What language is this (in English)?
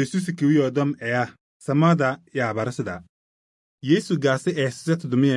Kabiyè